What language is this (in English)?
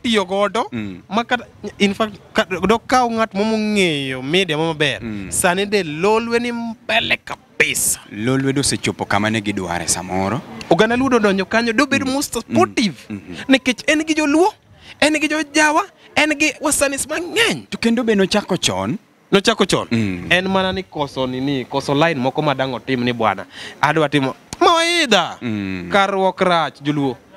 Luo (Kenya and Tanzania)